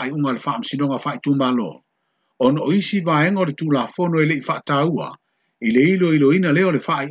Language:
Samoan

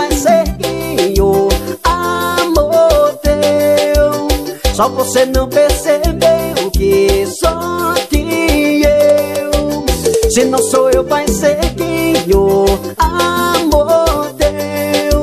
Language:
Portuguese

